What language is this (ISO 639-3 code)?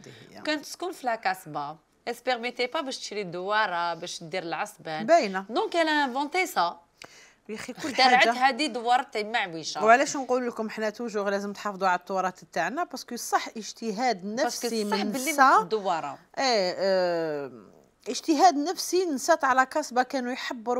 arq